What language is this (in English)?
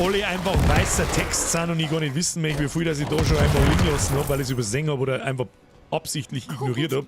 Bavarian